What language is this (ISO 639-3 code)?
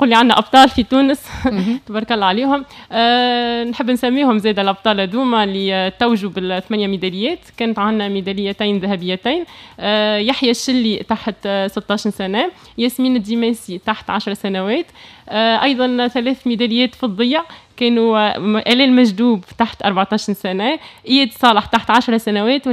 aeb